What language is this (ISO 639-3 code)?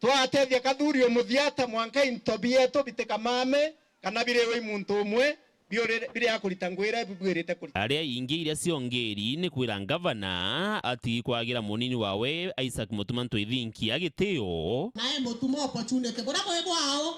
mer